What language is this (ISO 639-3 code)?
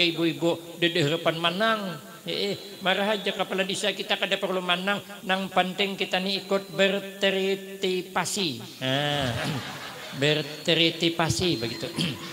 bjn